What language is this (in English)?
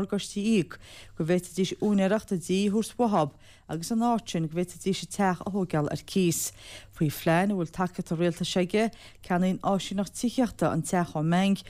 Irish